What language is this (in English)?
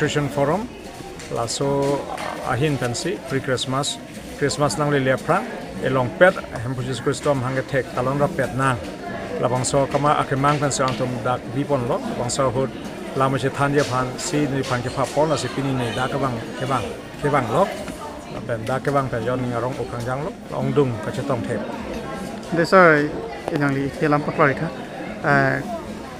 Karbi